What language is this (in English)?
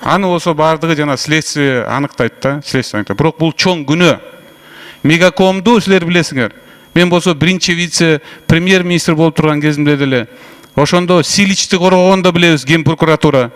Kyrgyz